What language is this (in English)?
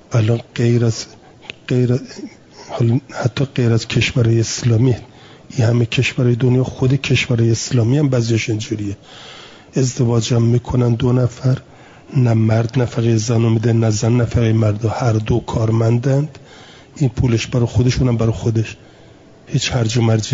Persian